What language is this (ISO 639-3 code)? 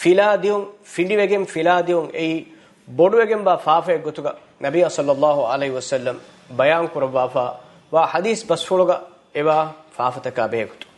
div